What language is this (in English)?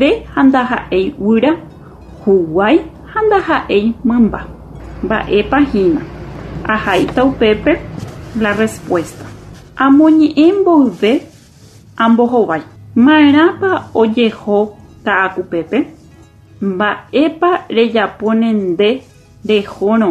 Guarani